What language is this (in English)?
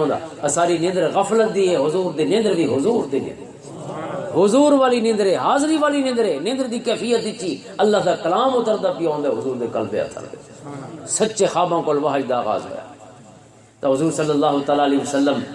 Western Panjabi